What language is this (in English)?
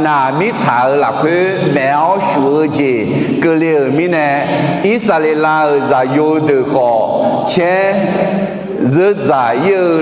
Akha